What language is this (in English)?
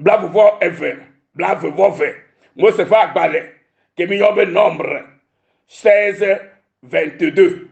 Ewe